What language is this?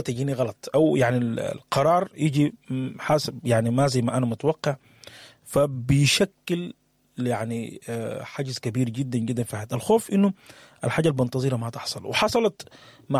Sudanese Arabic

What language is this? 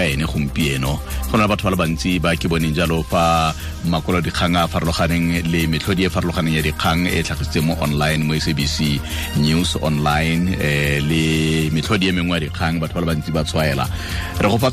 Tswana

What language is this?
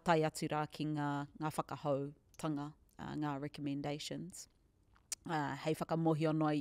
Māori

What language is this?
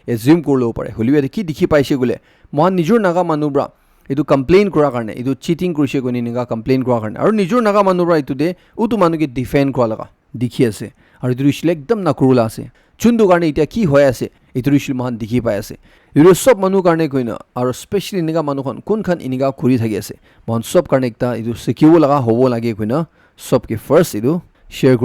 Naga Pidgin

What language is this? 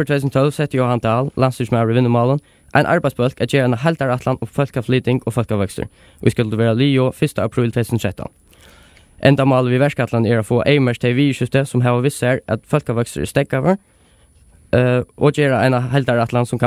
Faroese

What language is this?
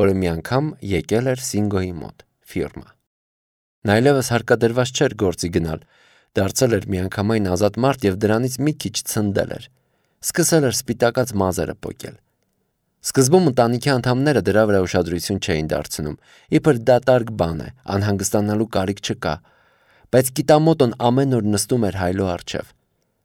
Armenian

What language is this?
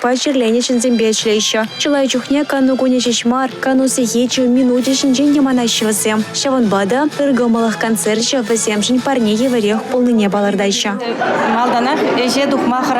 Chuvash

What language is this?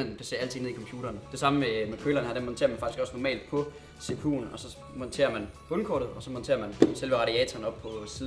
Danish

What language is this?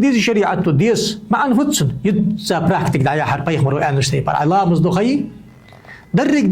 Ingush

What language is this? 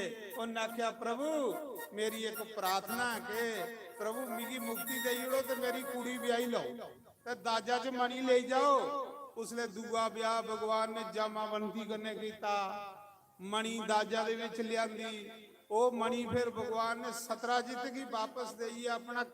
Dogri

